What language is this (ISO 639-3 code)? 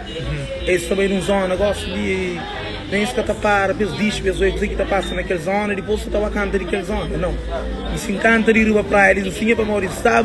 kea